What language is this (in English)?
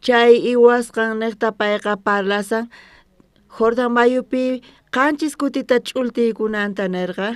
South Bolivian Quechua